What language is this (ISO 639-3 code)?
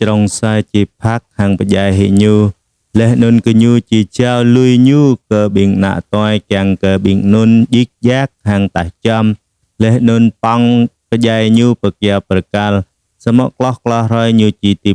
jra